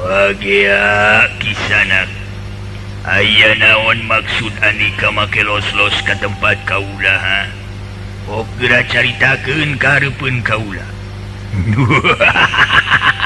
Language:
Sundanese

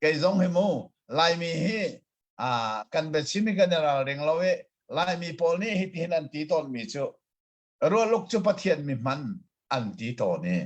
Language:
Hakha Chin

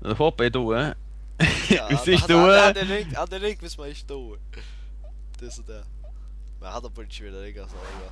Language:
Faroese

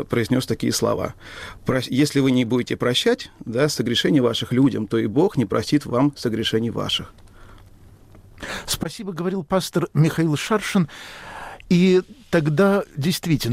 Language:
Russian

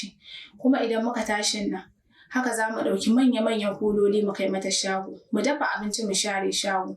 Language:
Hausa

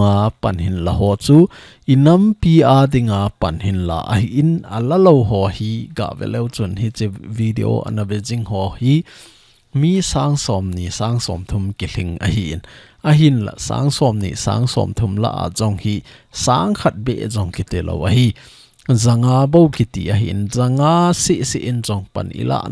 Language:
Thado Chin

